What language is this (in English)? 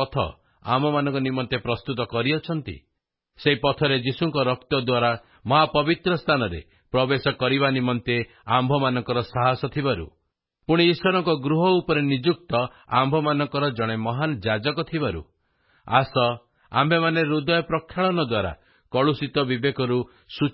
Odia